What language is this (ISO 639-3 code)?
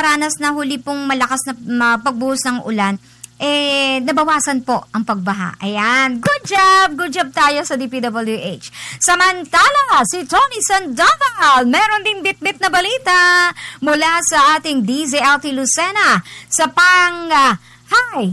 fil